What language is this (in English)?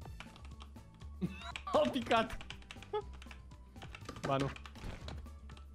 Romanian